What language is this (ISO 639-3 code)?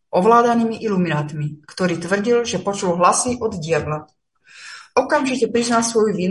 slk